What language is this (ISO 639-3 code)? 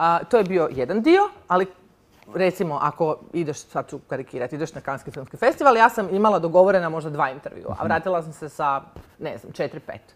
hrv